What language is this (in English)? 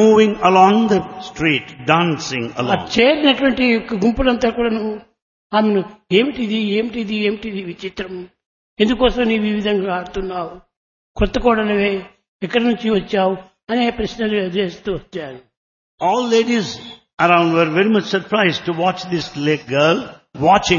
Telugu